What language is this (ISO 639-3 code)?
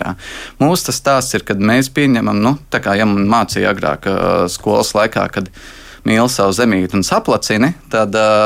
lav